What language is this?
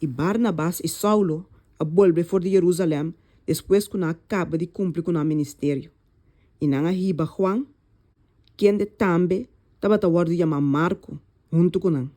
Papiamento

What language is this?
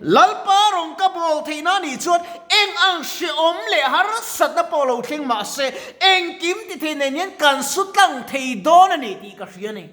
Mizo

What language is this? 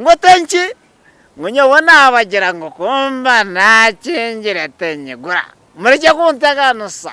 Nyankole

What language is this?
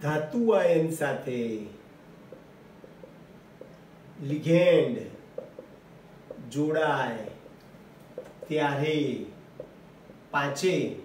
Gujarati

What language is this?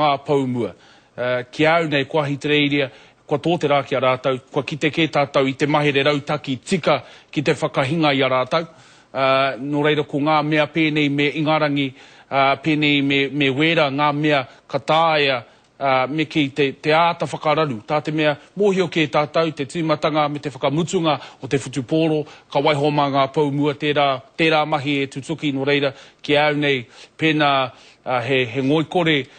Māori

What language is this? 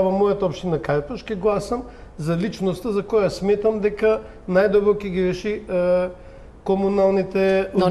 Macedonian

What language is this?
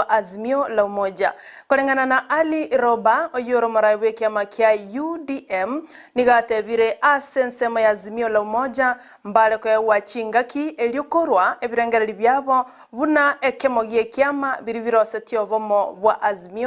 Gusii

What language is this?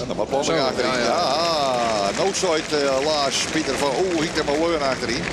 Western Frisian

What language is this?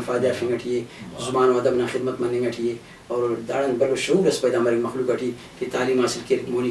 Brahui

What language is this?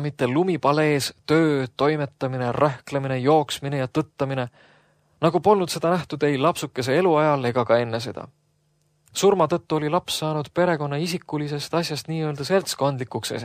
Estonian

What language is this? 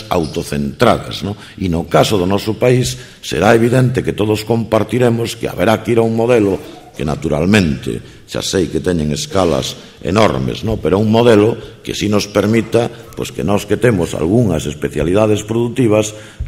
Galician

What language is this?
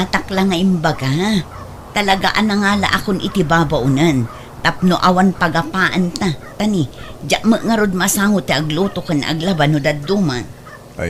Iloko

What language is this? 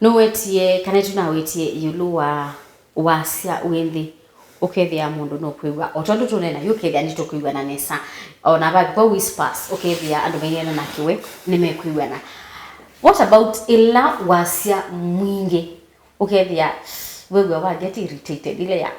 Kamba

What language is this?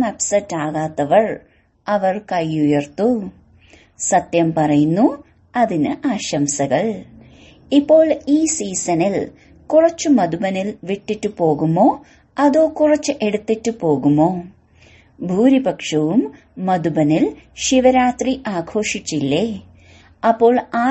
Malayalam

